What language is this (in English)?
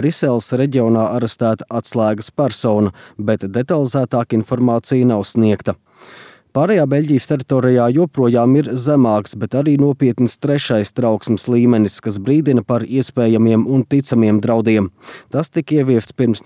Latvian